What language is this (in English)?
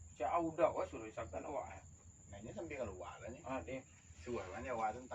Minangkabau